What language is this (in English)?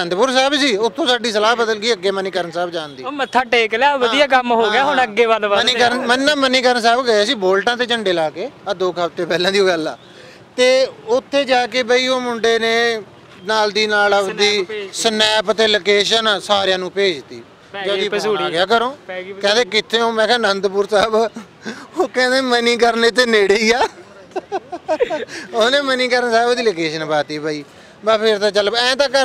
Punjabi